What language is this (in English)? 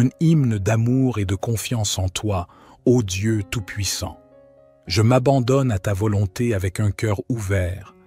French